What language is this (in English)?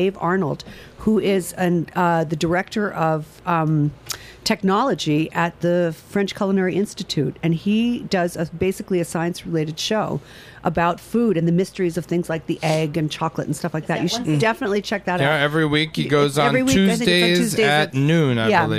English